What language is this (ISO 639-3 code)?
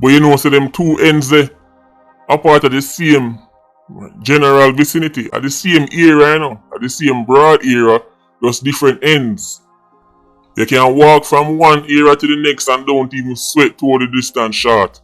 jam